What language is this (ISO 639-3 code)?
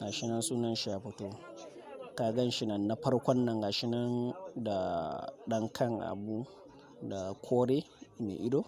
hau